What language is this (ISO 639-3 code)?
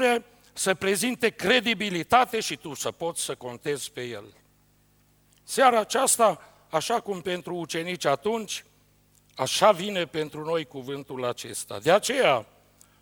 ron